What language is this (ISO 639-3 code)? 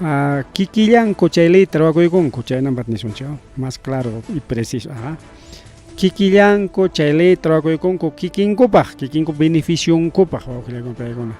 quy